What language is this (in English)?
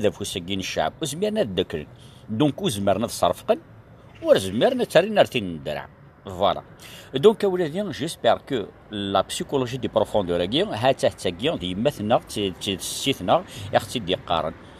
Kabyle